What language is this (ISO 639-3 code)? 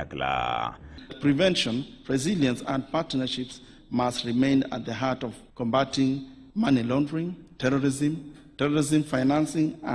luo